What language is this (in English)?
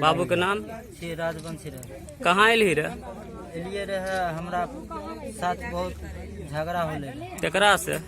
Maithili